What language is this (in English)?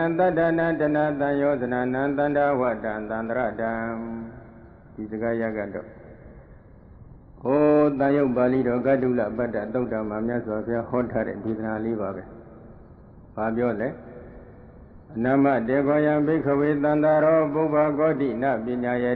Burmese